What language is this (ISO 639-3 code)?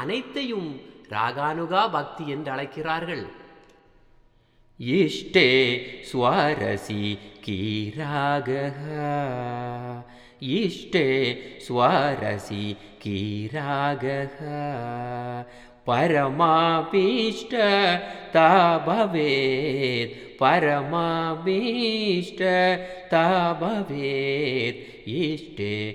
tam